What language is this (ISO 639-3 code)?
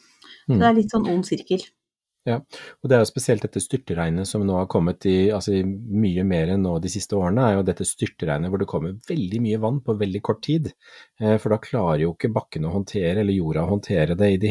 nor